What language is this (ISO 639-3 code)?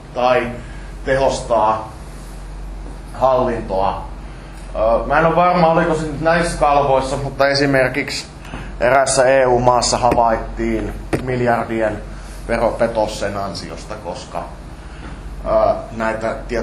fin